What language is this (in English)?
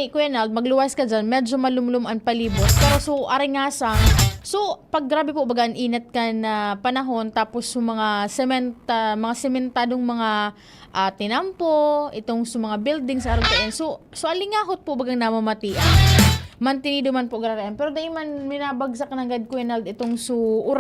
Bikol